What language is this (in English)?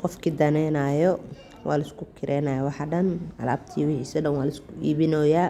Somali